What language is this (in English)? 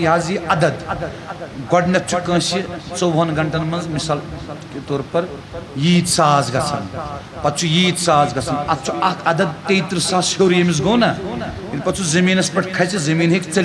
Kashmiri